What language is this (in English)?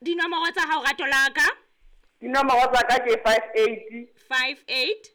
Southern Sotho